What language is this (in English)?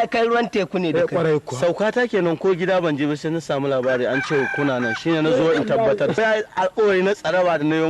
Hausa